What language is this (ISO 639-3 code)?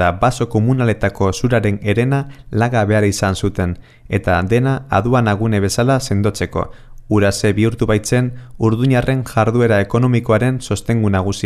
eus